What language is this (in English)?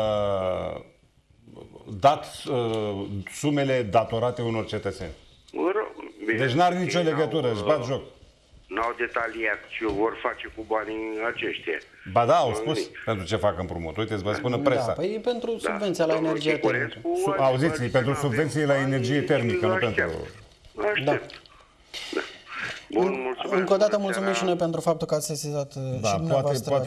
Romanian